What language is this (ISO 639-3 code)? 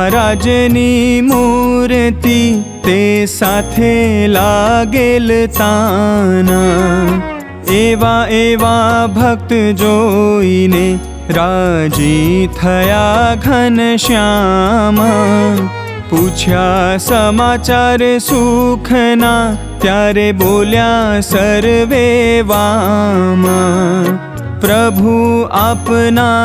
guj